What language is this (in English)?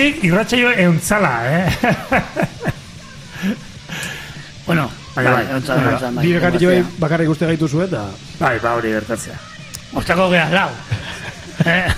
Basque